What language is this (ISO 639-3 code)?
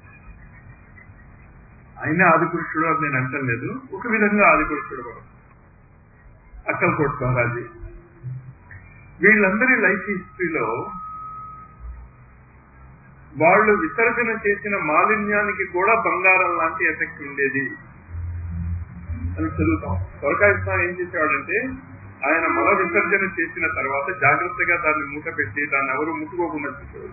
tel